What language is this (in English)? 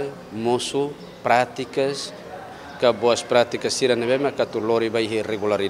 Tetum